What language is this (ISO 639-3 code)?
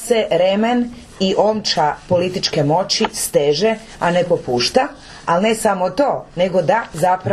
hrv